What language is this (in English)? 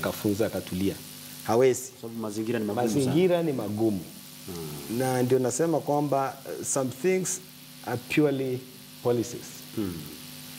Swahili